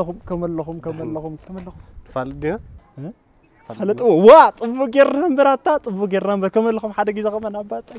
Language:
Tigrinya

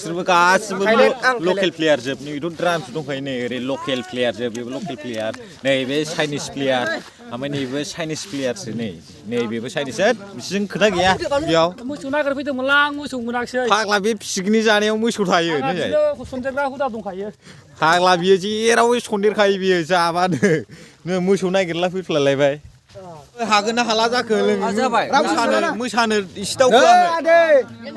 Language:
Bodo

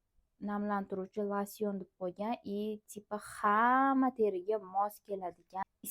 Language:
Uzbek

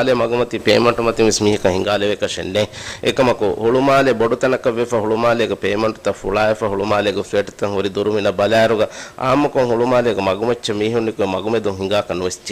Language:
Divehi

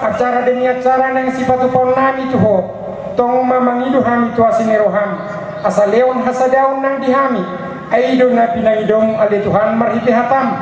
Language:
Batak Toba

